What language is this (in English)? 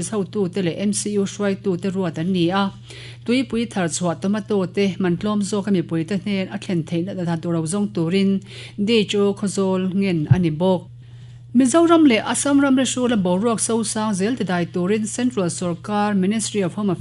Mizo